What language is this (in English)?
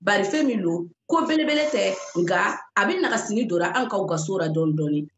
Bambara